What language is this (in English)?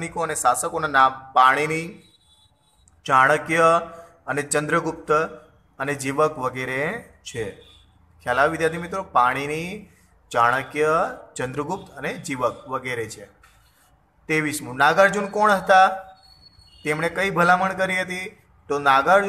Gujarati